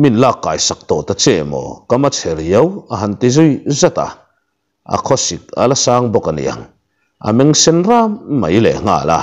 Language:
Mizo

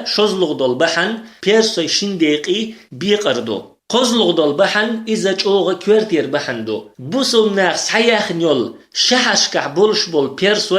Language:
Chechen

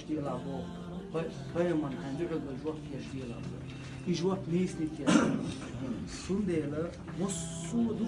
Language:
Chechen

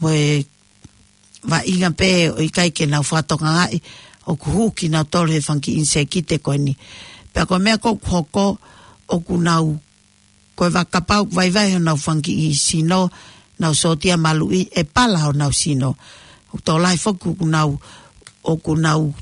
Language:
Tongan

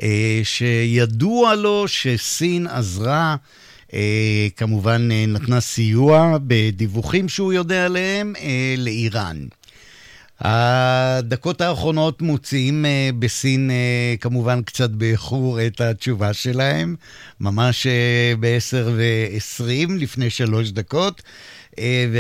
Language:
Hebrew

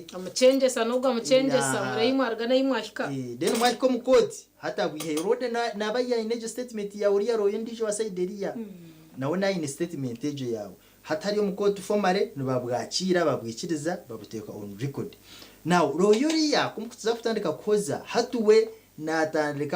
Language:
Nyankole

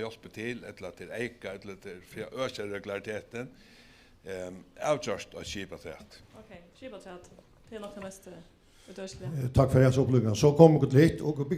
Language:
Faroese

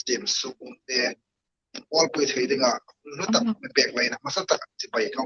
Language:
Hmar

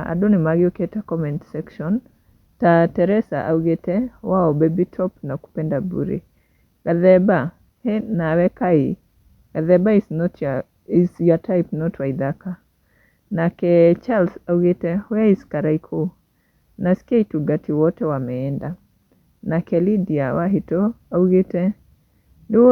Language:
Kikuyu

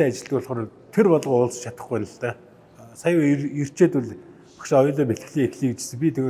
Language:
Mongolian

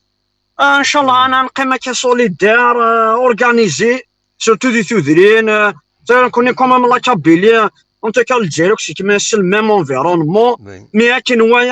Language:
Kabyle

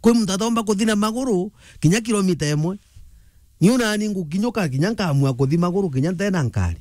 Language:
Meru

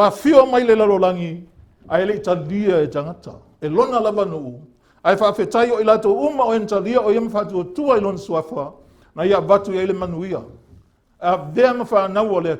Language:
Samoan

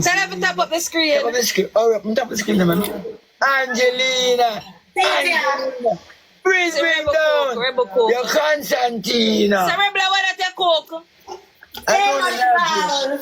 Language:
Jamaican Creole English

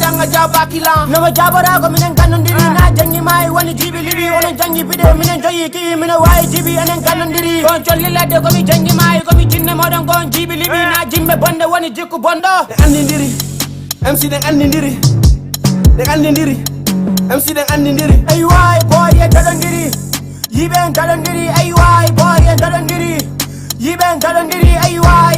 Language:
Fula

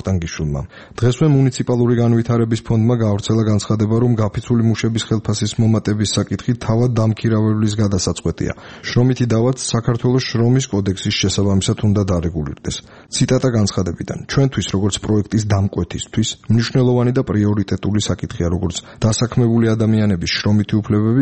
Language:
Georgian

